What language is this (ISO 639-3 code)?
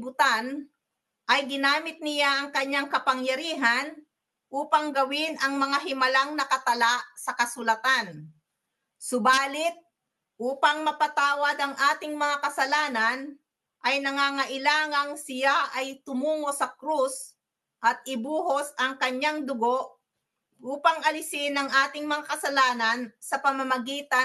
fil